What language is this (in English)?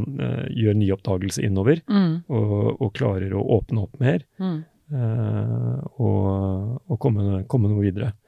Norwegian